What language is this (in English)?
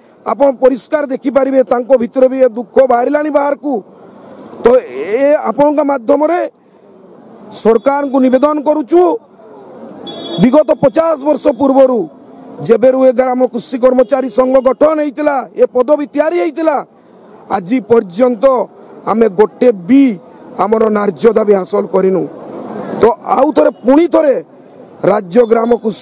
Odia